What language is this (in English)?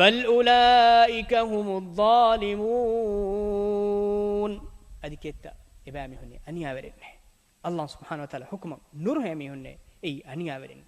Divehi